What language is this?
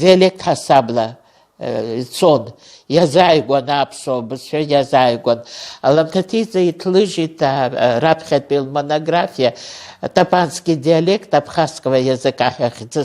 Abkhazian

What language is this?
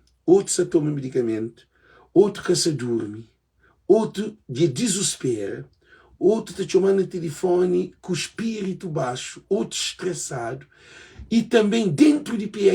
Kabuverdianu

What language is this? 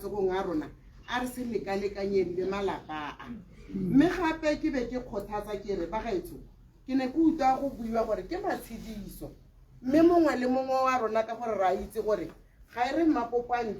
Tswana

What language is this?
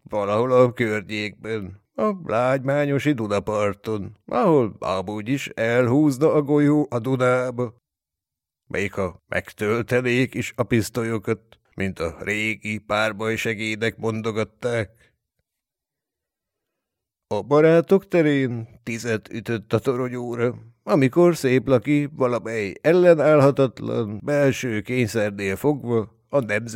Hungarian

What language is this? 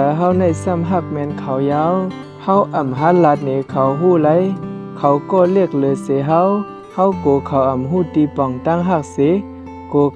Shan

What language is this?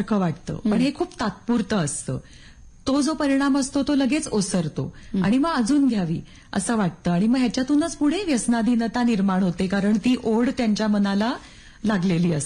Marathi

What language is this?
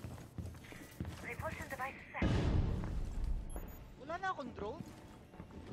Filipino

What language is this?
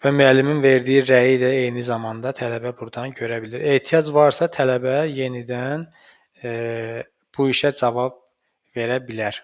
Azerbaijani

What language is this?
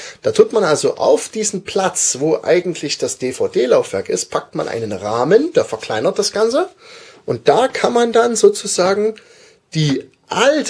German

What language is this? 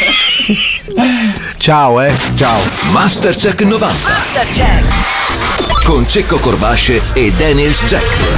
Italian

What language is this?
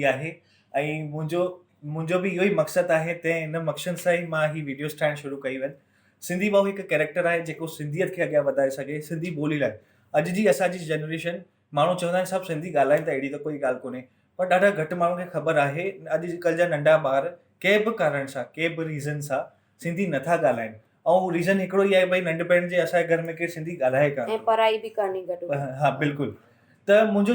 Sindhi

